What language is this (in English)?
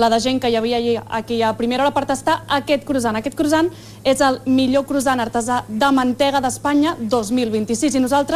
Catalan